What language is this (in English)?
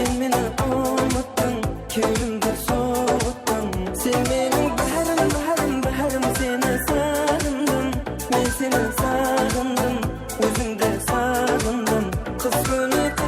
Kara-Kalpak